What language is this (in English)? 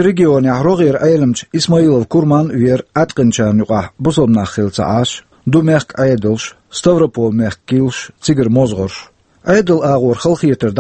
Chechen